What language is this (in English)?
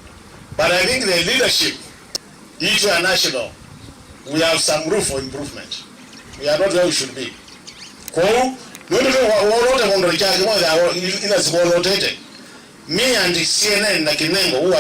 Kamba